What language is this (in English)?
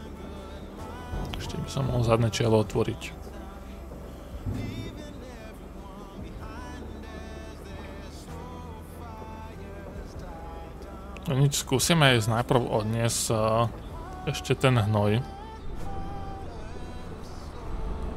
Slovak